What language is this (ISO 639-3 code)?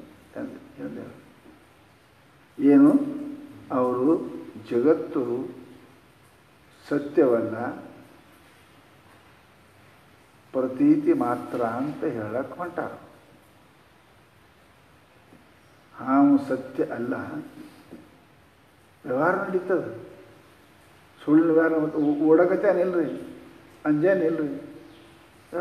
kan